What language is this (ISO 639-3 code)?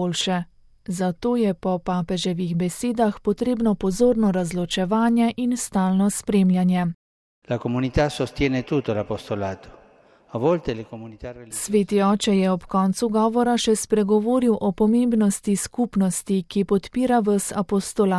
slv